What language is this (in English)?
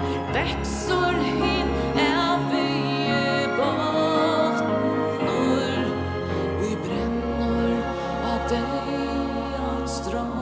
Faroese